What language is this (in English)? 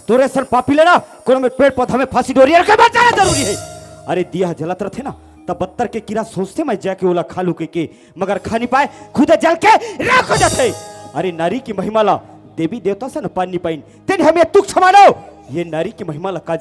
Chhattisgarhi